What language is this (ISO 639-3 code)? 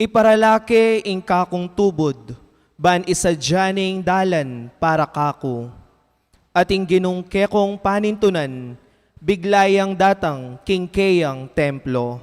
pam